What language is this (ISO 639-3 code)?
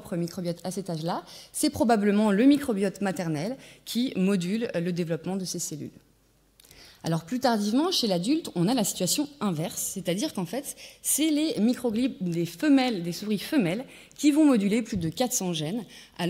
fra